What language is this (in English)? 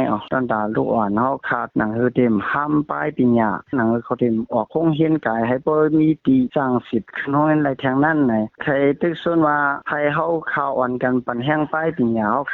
Shan